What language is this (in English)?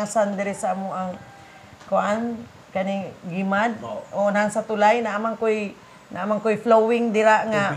Cebuano